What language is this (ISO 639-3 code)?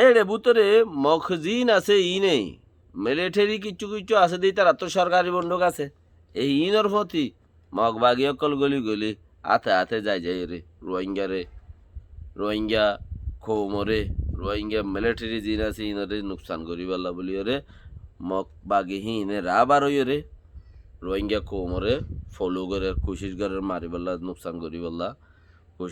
rhg